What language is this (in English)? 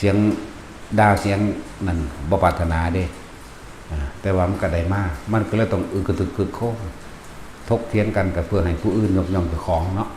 Lao